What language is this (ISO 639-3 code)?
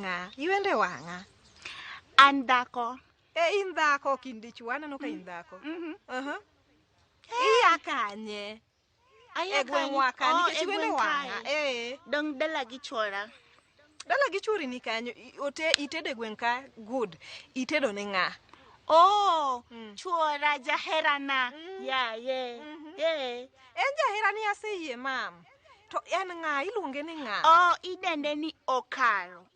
luo